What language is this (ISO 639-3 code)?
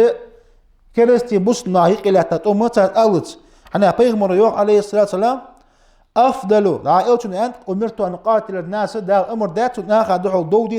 inh